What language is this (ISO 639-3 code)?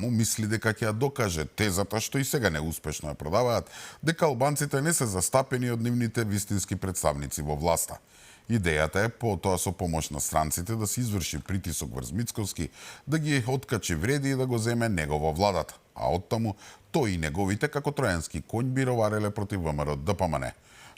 mkd